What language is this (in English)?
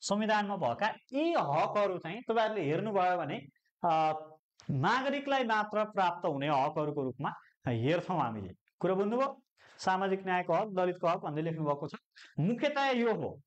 Nepali